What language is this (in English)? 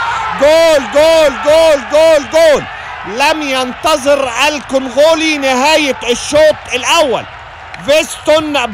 Arabic